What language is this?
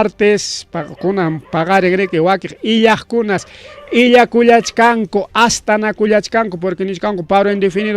Ayacucho Quechua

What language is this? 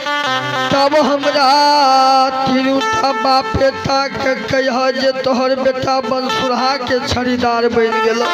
Maithili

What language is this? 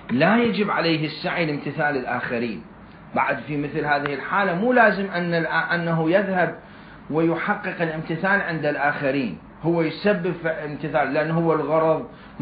Mesopotamian Arabic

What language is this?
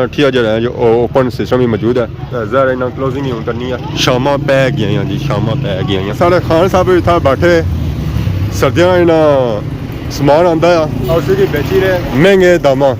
Pahari-Potwari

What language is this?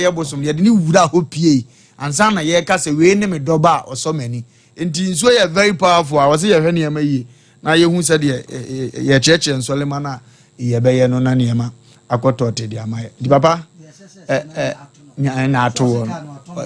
Akan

